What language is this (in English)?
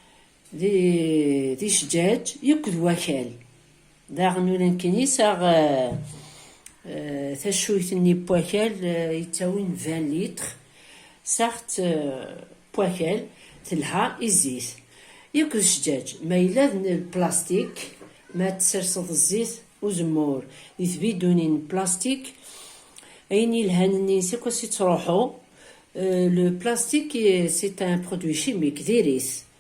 Kabyle